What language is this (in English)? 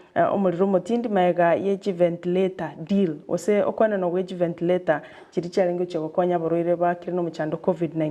Gusii